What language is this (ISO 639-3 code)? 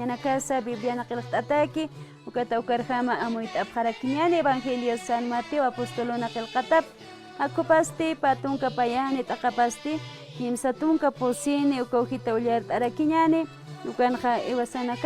aym